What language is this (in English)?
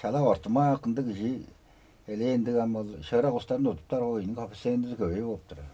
Tuvinian